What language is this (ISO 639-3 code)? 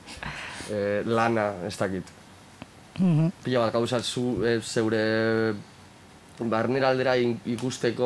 eus